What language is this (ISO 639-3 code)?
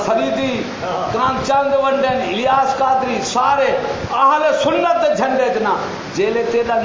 skr